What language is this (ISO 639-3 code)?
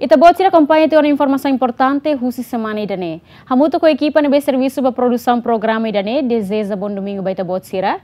tet